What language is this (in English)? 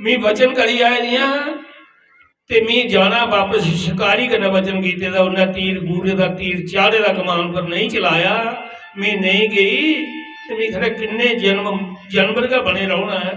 Dogri